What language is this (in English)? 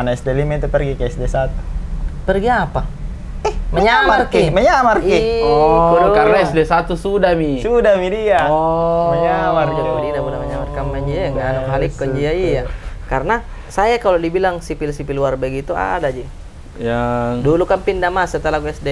Makassar Malay